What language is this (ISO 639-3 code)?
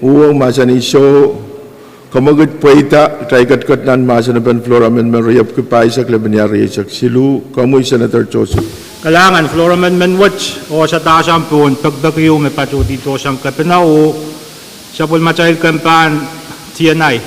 pon